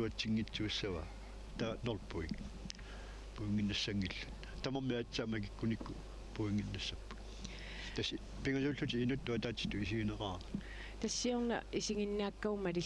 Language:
Kalaallisut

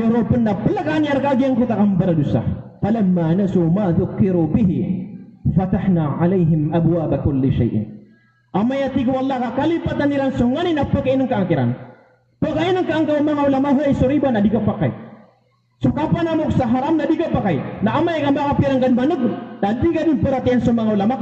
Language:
Maranao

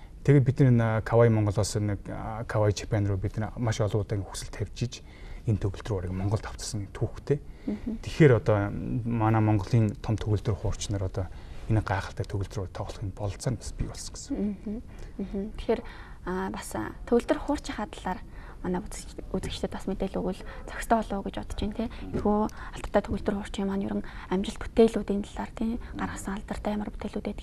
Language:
Mongolian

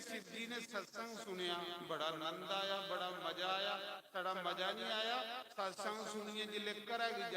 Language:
Dogri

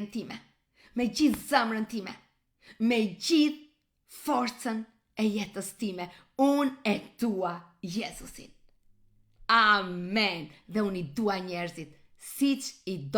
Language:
Albanian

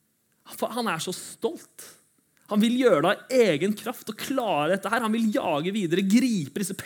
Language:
Norwegian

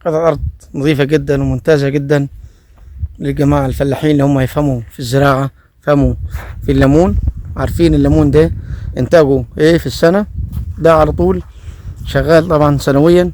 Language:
Egyptian Arabic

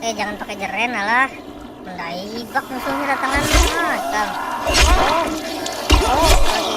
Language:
Banjar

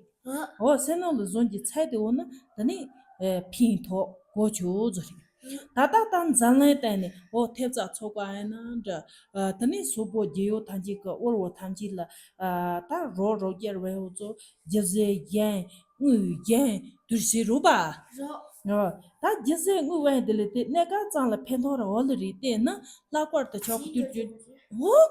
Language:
Tibetan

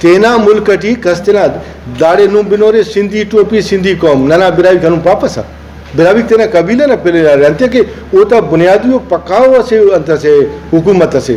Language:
Brahui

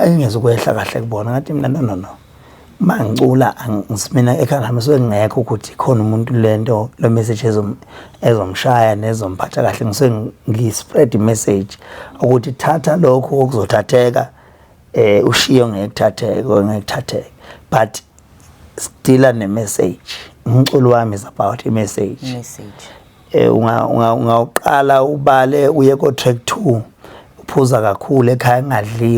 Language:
Zulu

